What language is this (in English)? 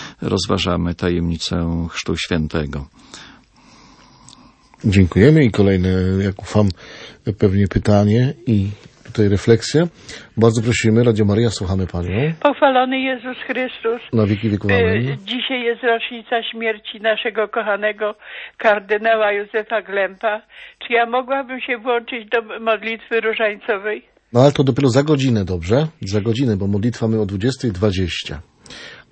Polish